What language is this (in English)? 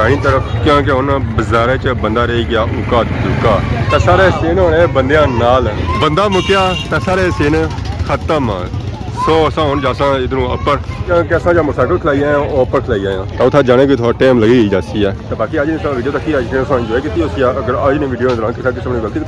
Pahari-Potwari